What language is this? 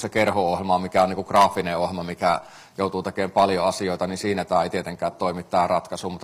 Finnish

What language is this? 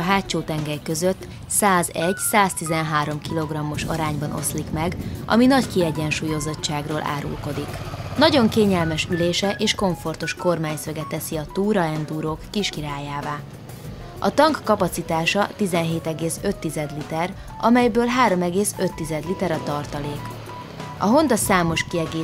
Hungarian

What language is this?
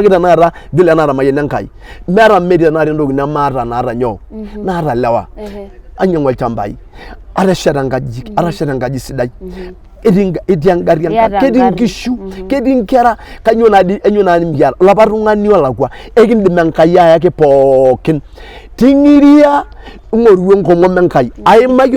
Masai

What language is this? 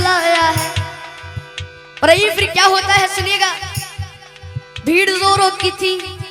Hindi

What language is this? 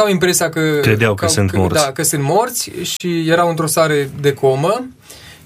Romanian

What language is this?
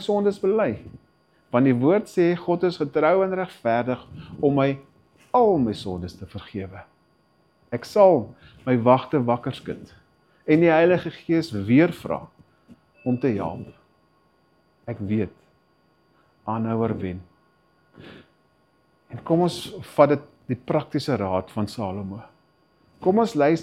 Afrikaans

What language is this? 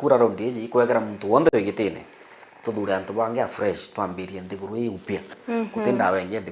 Meru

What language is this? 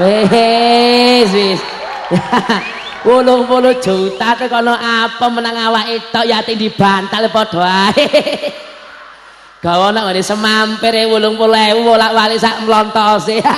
Javanese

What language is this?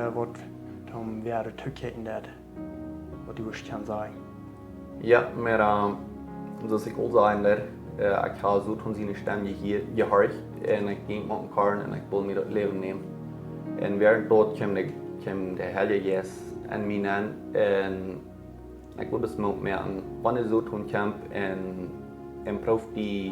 Plautdietsch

